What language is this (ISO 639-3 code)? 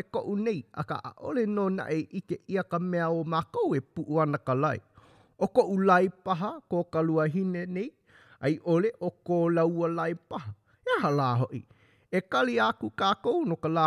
haw